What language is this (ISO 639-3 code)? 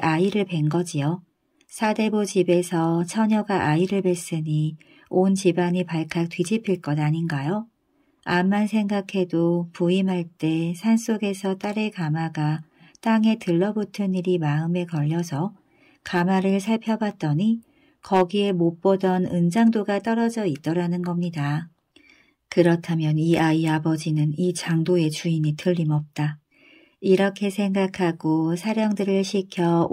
kor